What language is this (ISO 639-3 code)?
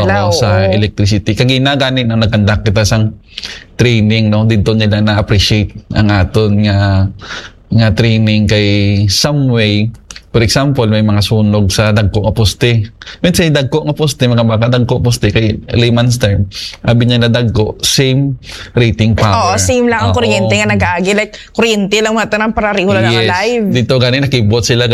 hil